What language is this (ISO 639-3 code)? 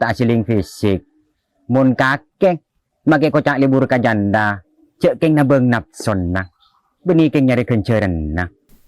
mad